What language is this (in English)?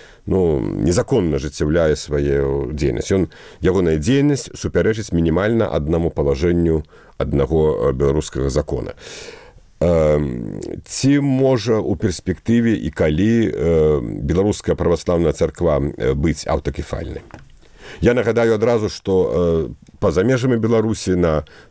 Belarusian